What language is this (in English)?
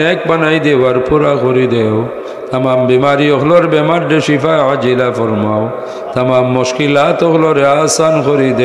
Sylheti